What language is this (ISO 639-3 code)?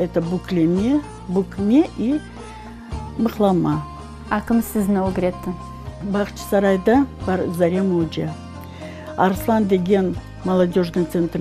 crh